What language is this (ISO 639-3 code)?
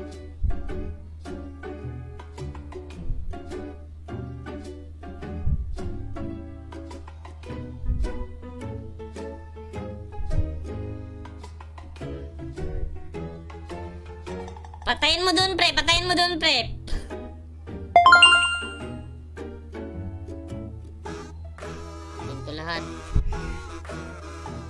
fil